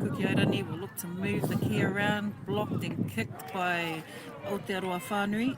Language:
Māori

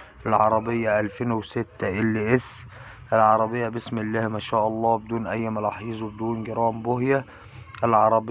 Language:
Egyptian Arabic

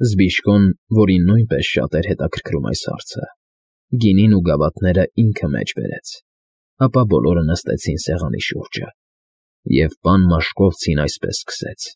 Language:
Armenian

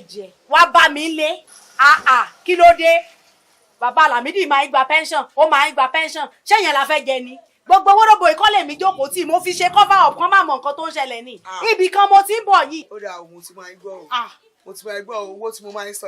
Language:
Yoruba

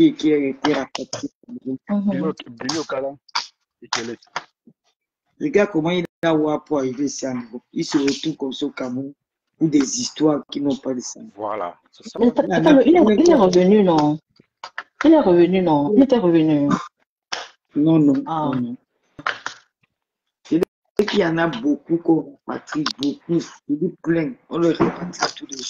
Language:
French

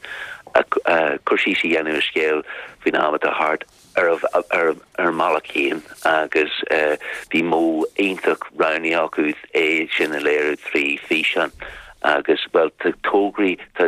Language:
Irish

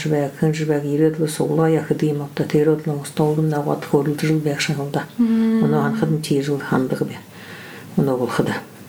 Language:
Buriat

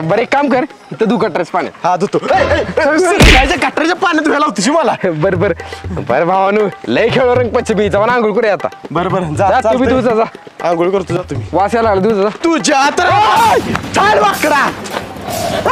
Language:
Marathi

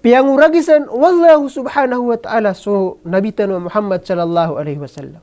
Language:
Maranao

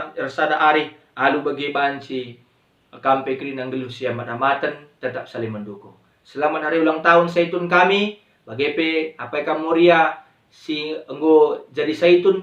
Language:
Batak Karo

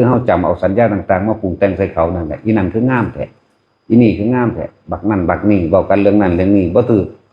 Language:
Northeastern Thai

